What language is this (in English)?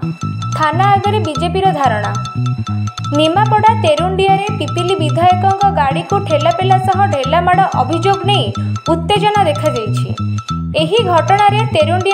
Odia